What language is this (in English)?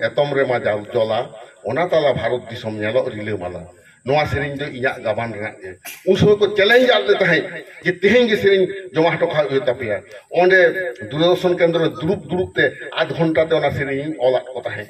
Santali